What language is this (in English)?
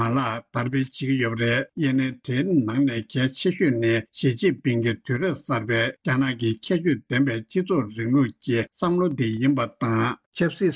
Tibetan